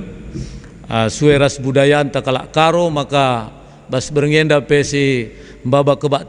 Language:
Batak Karo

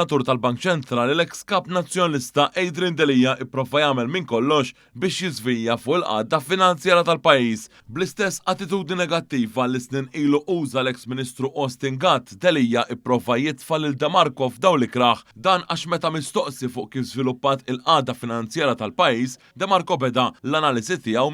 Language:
Maltese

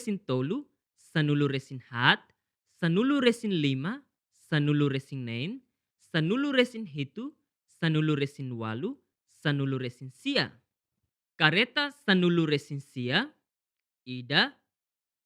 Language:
Tetum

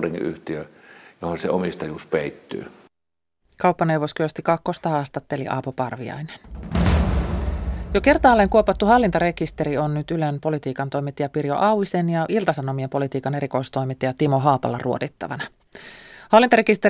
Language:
Finnish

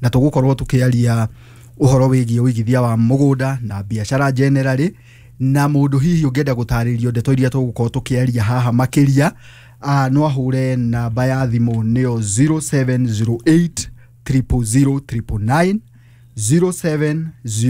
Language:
Kikuyu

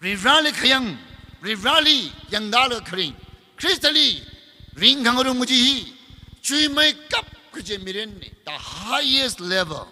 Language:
Tangkhul Naga (India)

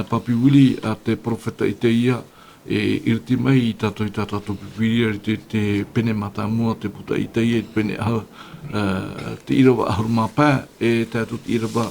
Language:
Tahitian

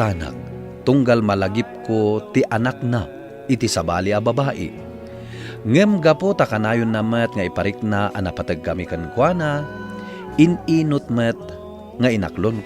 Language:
Iloko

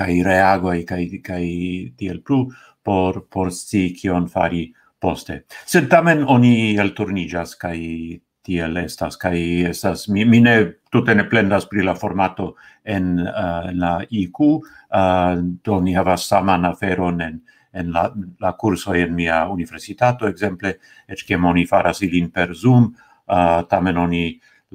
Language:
Esperanto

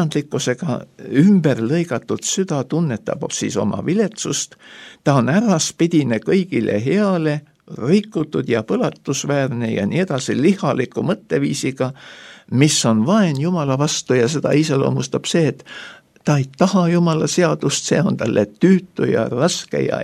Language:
Estonian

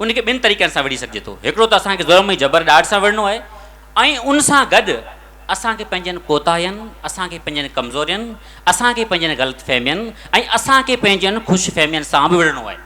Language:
Sindhi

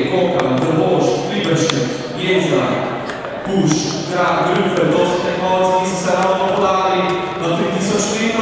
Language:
Slovenian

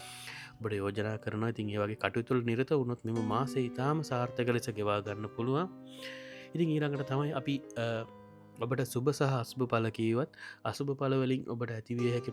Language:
Sinhala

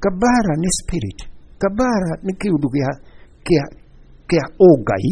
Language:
Kikuyu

